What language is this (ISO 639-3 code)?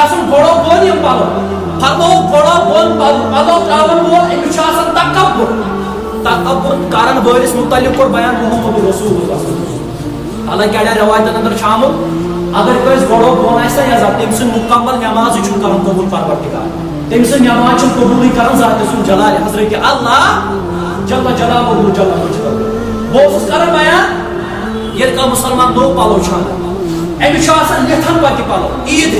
kas